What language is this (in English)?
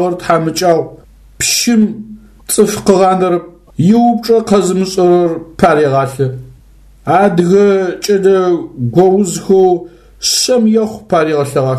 Adyghe